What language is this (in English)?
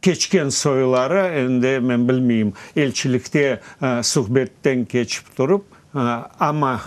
Crimean Tatar